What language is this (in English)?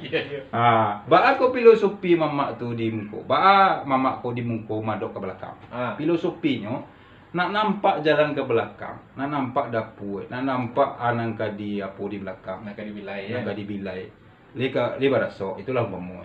Minangkabau